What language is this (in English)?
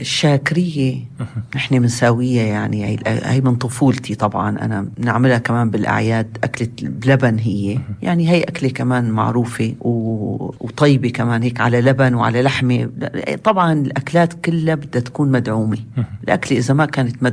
North Levantine Arabic